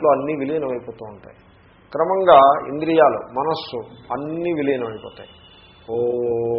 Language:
Telugu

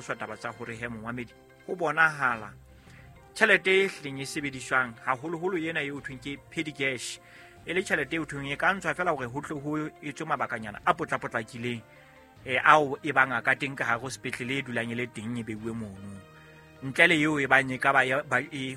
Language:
Southern Sotho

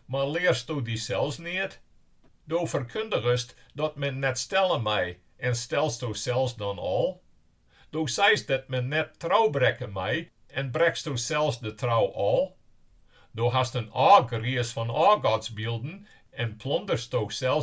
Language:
Western Frisian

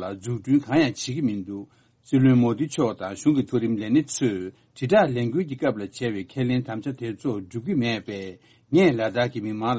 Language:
Tibetan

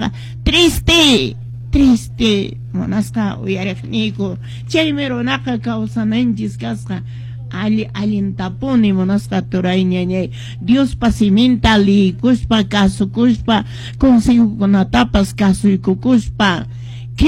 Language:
Quechua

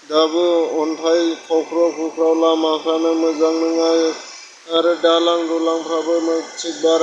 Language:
Bodo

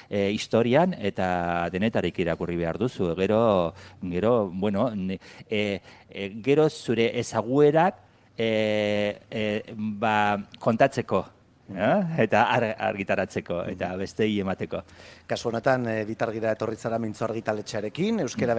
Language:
Basque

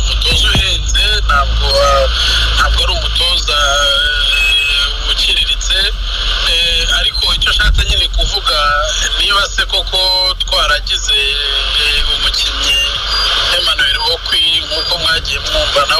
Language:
Kinyarwanda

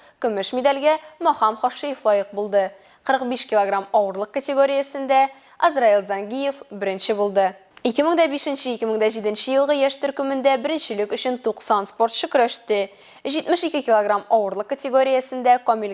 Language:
Tatar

